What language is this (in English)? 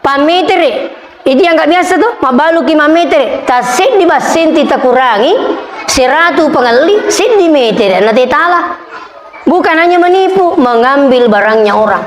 Buginese